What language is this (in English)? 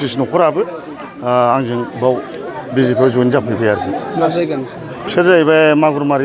Bodo